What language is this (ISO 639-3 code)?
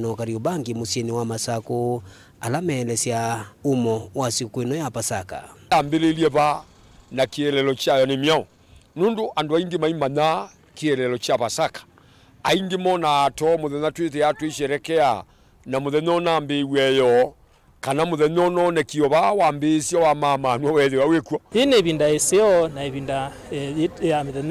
kam